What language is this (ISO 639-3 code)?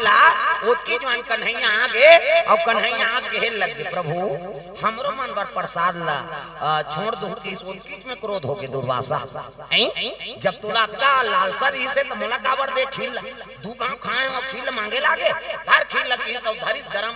hne